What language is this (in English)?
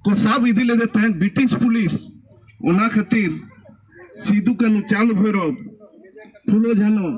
Santali